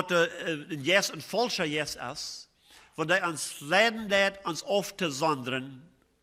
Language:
Plautdietsch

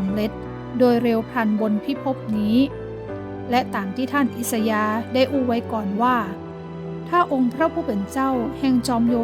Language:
Northern Thai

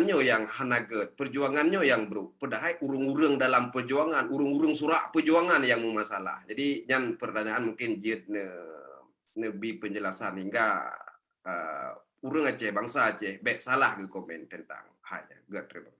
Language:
Achinese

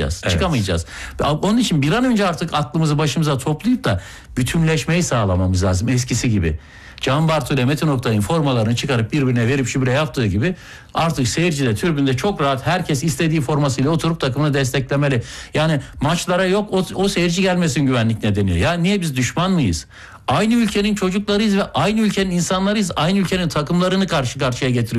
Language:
Turkish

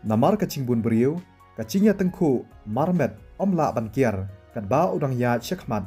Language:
Khasi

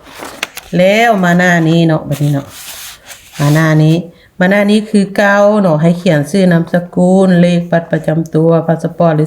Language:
Lao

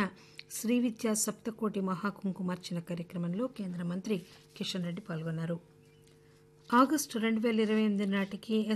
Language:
Telugu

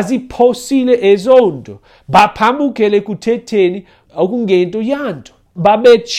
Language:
Xhosa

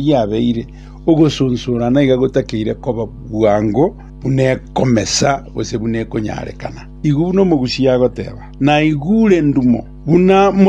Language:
Gusii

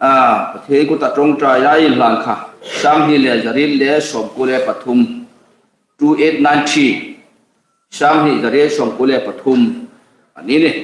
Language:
Hmar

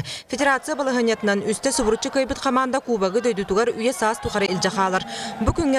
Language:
Yakut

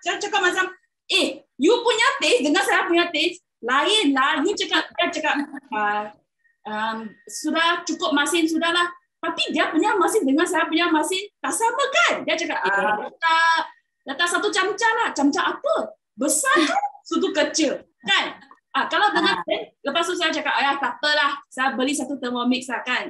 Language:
Malay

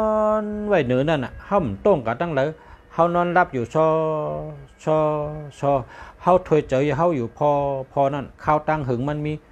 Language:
Shan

